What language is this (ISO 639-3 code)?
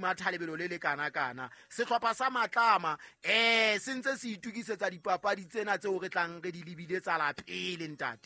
sot